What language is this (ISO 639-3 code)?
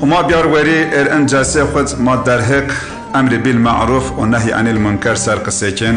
zza